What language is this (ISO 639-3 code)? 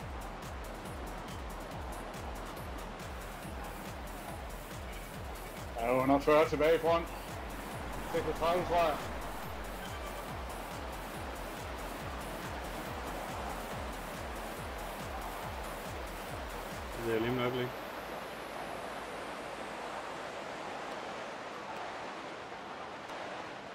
dan